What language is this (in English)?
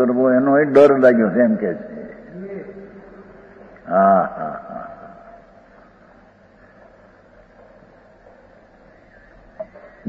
Gujarati